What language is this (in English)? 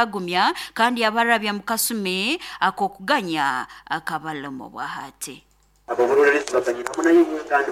Nyoro